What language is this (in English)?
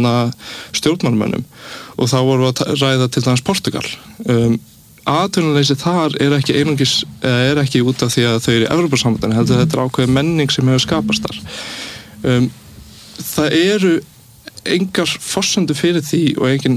Icelandic